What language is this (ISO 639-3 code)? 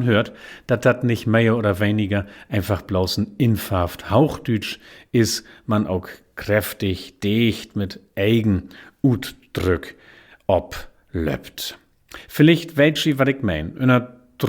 nds